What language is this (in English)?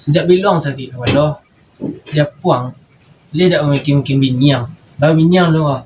Minangkabau